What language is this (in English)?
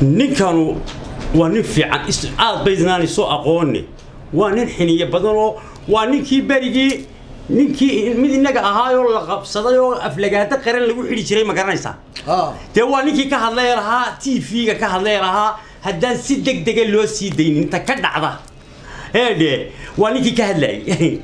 Somali